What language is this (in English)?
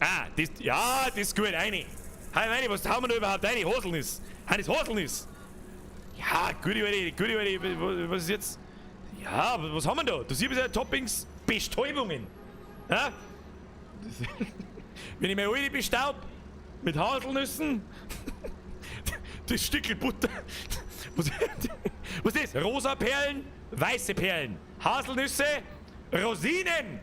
Bavarian